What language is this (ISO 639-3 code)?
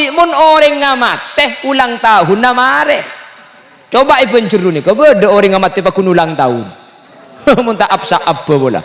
mad